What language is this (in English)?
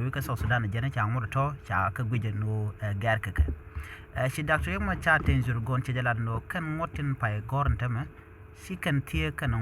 Nuer